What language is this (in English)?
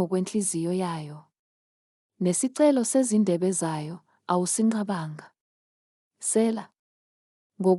Zulu